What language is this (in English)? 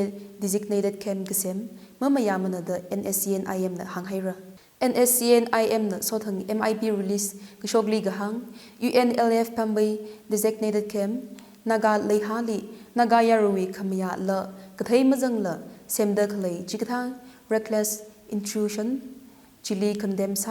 Tangkhul Naga (India)